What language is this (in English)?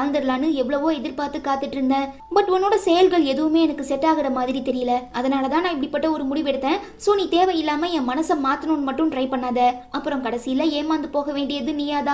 Tamil